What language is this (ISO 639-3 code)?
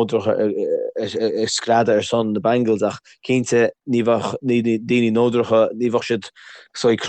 gle